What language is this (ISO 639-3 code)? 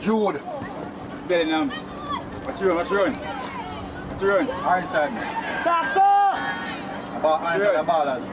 jam